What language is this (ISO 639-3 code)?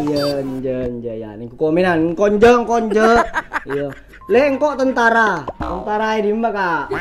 mad